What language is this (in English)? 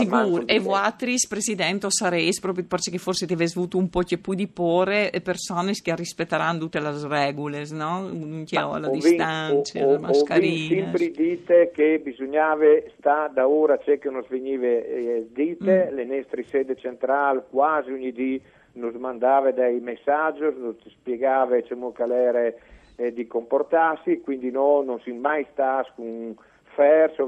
Friulian